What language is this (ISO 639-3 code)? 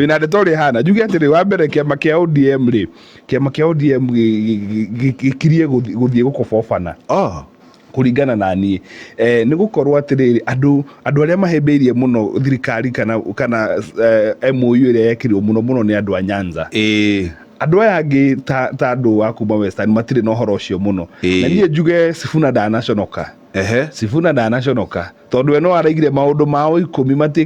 kik